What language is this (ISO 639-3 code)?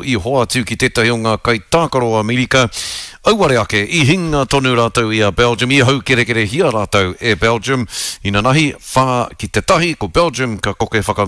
mri